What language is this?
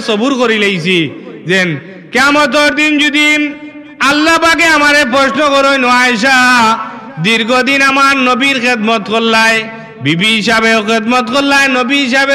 Sylheti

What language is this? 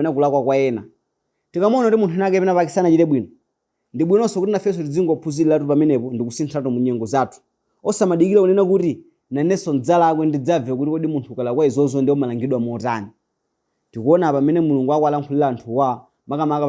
Nyanja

